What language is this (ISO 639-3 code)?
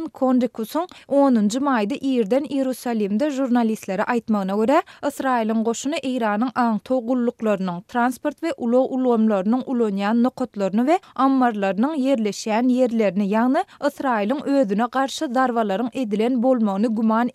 tuk